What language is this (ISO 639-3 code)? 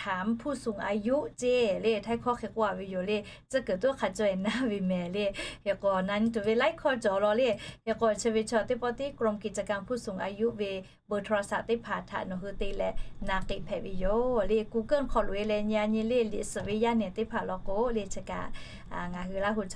lhu